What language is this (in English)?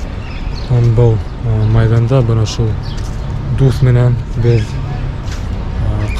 Bashkir